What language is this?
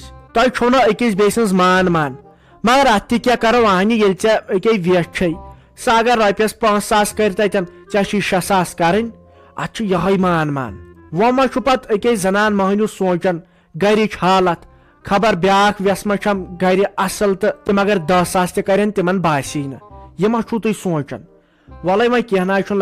Kashmiri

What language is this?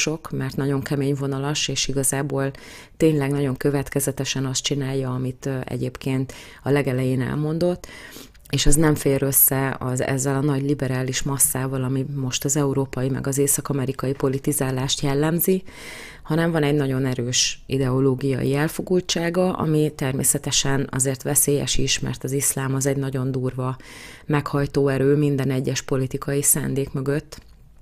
Hungarian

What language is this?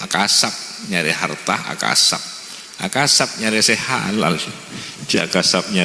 Madurese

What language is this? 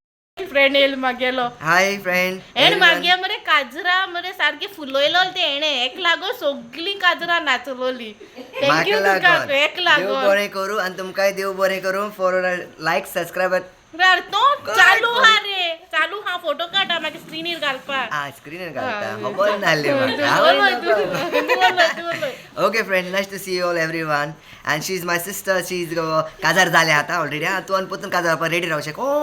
Konkani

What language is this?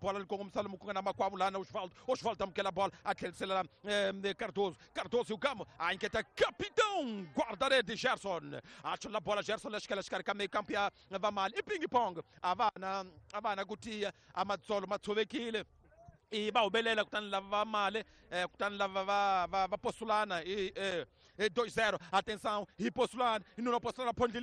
Tsonga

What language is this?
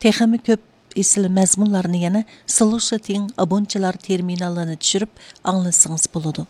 Uyghur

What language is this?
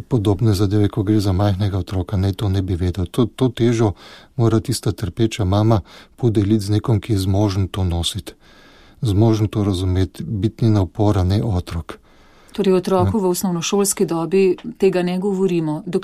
Slovenian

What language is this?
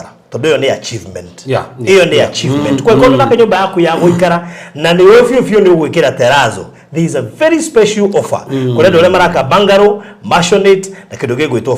Kikuyu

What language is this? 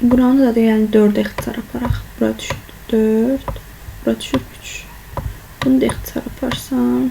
Azerbaijani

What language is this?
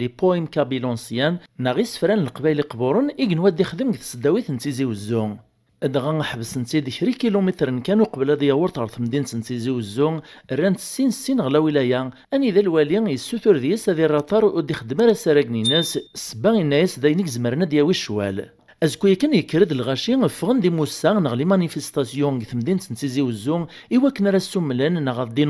Kabyle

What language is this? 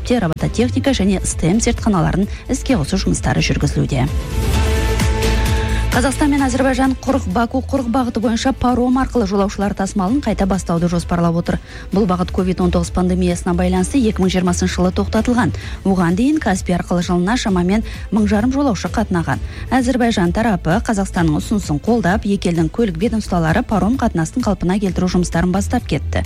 Kazakh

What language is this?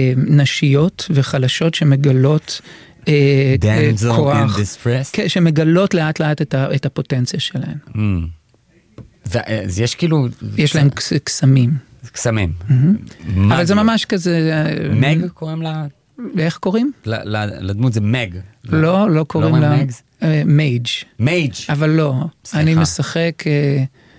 Hebrew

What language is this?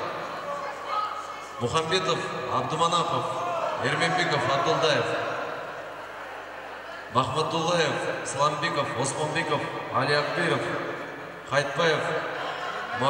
Kazakh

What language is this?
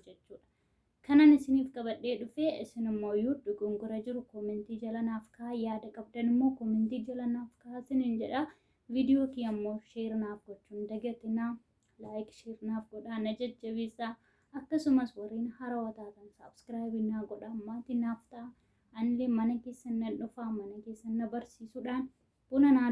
Oromo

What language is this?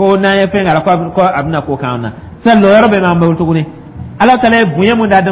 Dyula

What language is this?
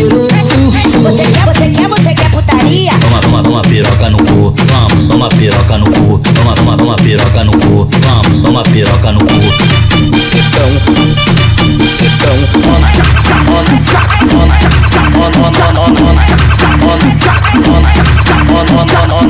Portuguese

